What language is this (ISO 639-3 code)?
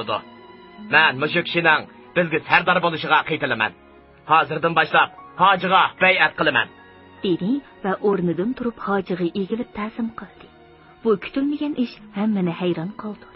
uig